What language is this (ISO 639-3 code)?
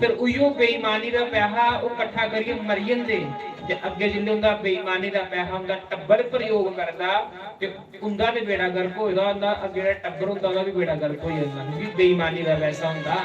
doi